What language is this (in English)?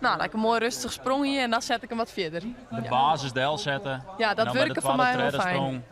Western Frisian